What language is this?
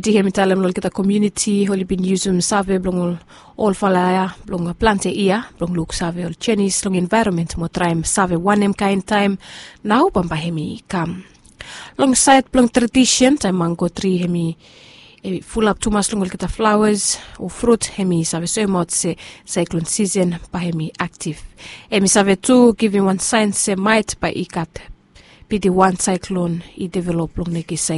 Bislama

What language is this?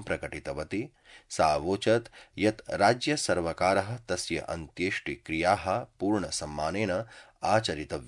Sanskrit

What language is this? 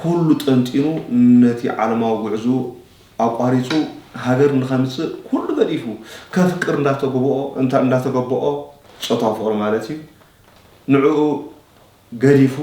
Tigrinya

